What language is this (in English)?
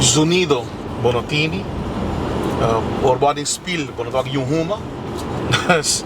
Papiamento